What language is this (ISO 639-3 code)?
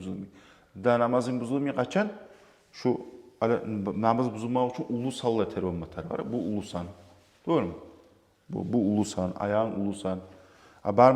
kum